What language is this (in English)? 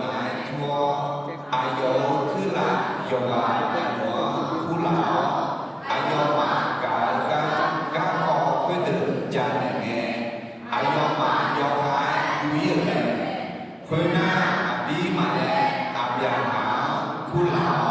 Akha